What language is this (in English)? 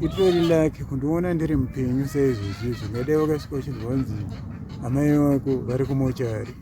Shona